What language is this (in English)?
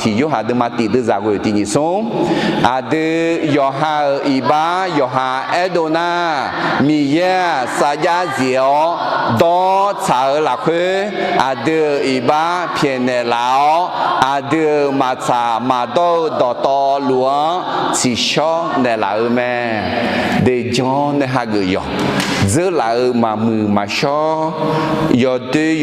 Akha